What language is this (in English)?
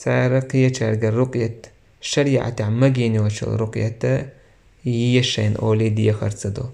Chechen